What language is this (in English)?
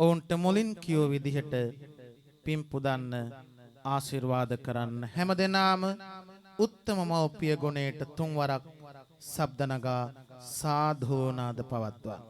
Sinhala